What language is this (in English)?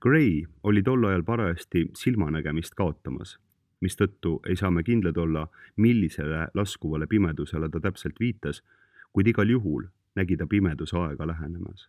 Estonian